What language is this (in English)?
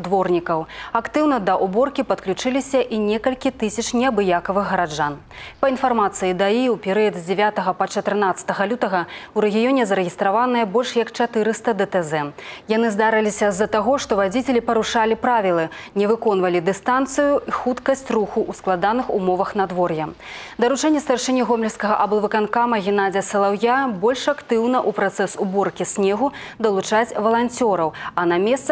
Belarusian